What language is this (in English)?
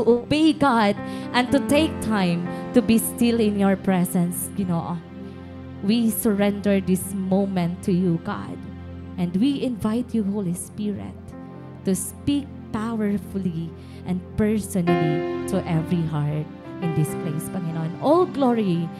Waray